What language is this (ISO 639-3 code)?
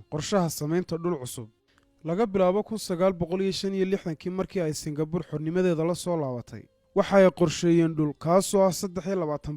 som